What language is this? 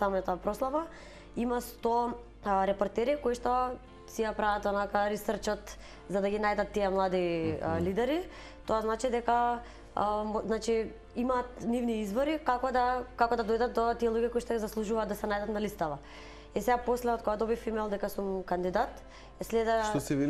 Macedonian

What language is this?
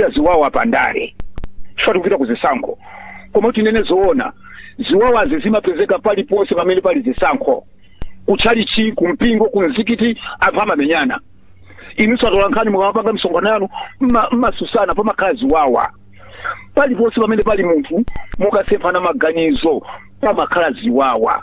Nyanja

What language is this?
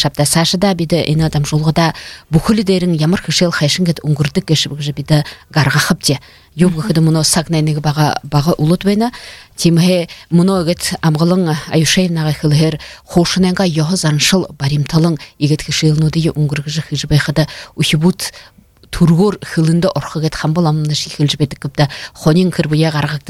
Buriat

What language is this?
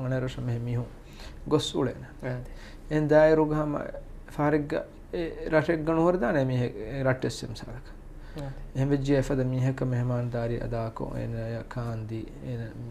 Divehi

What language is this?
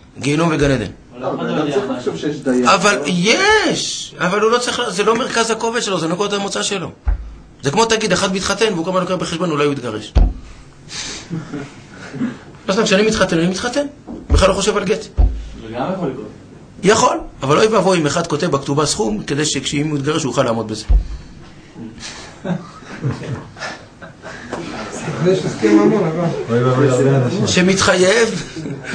Hebrew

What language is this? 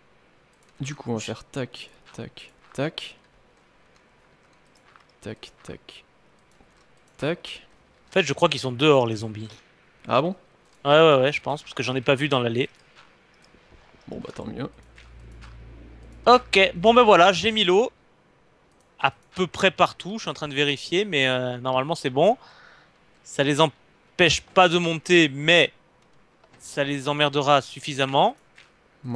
French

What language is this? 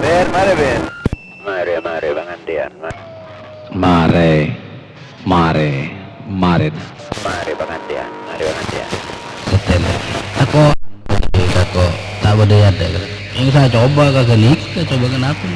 Madurese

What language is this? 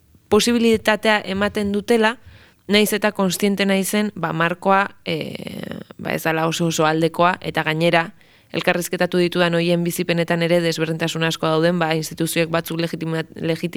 Basque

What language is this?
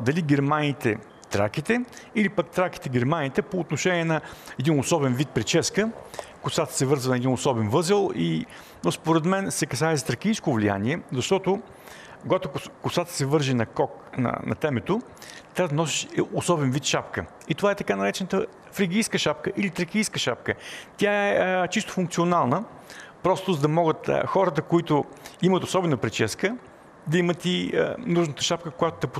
Bulgarian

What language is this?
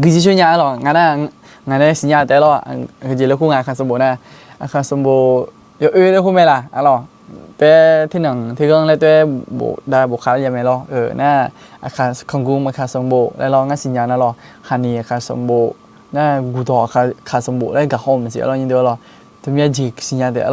Akha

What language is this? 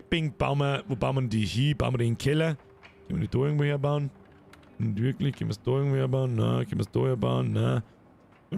Bavarian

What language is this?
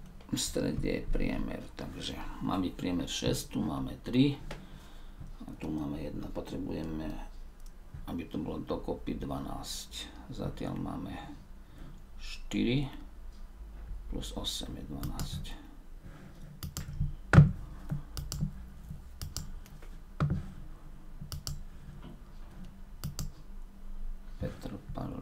Slovak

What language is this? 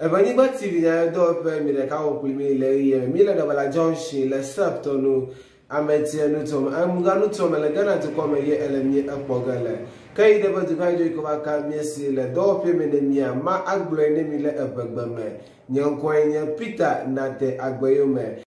Ewe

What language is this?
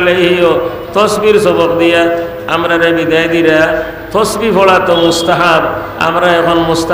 Sylheti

